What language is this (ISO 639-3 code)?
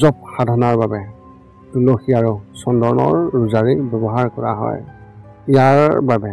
asm